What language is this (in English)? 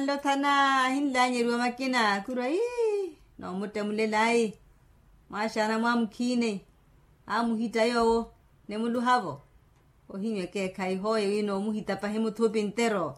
Makhuwa